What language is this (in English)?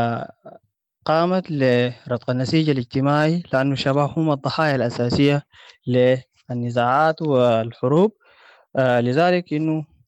Sudanese Arabic